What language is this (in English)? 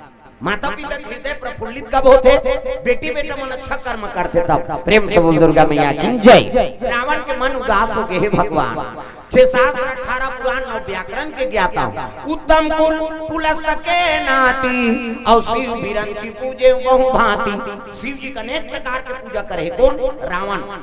Chhattisgarhi